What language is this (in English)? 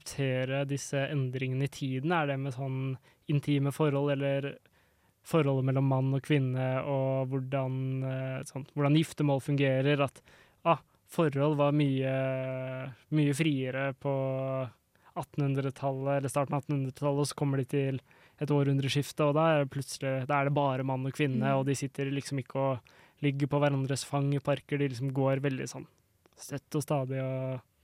Norwegian